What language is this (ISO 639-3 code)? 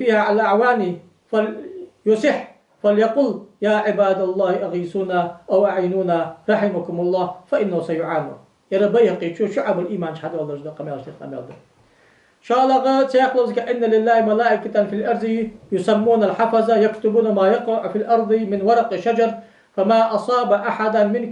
inh